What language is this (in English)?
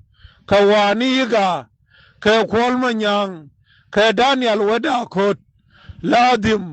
Nuer